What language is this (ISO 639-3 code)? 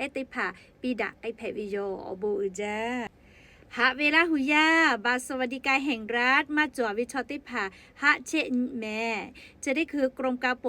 lhu